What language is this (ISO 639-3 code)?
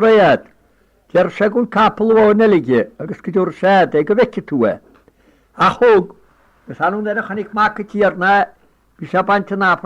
gle